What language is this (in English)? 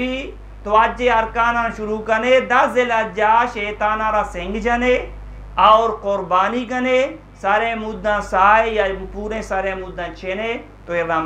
Eastern Balochi